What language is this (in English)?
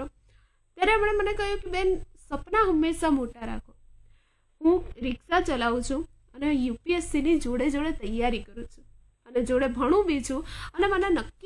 Gujarati